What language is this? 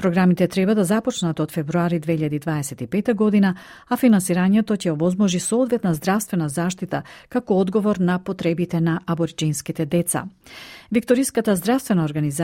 Macedonian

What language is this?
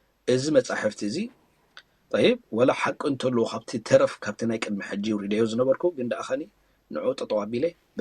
Tigrinya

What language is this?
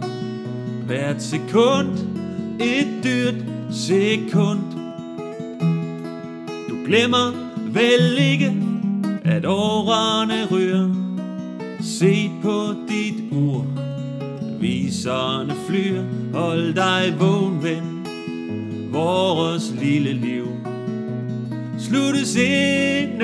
Danish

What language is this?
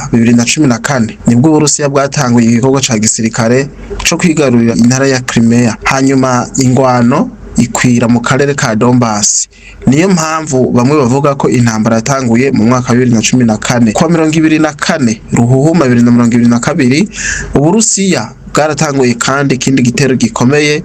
Rundi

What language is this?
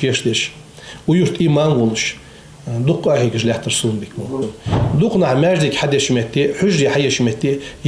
Ingush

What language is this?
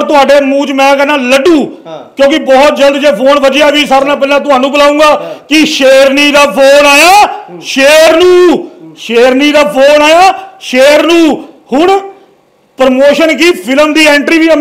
Punjabi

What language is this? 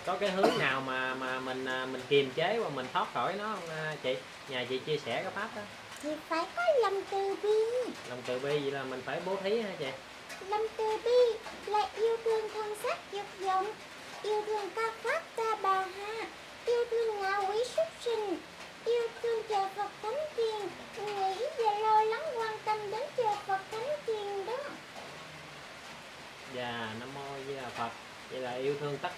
Vietnamese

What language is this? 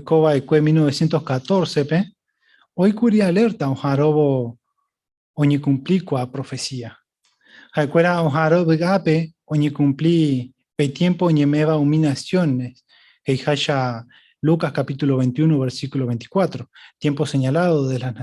Guarani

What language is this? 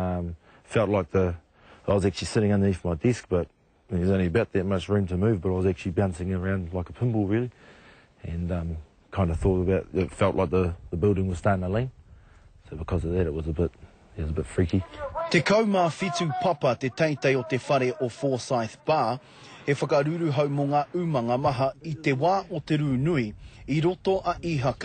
Māori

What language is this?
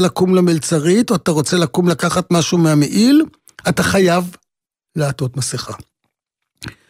Hebrew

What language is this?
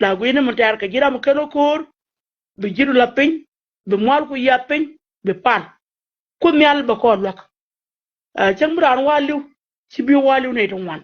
Nuer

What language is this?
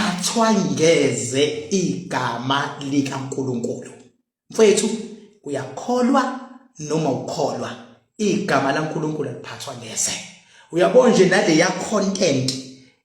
Zulu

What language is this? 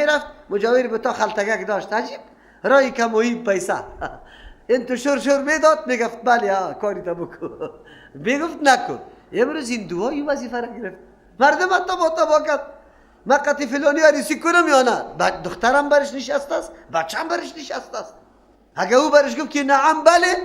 Persian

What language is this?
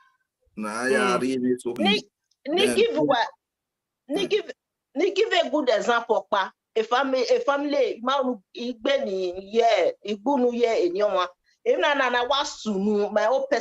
Bini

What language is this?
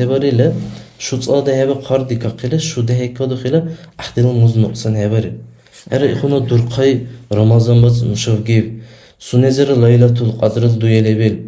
Dargwa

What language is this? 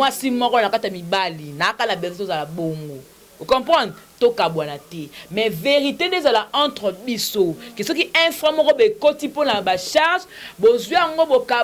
Lingala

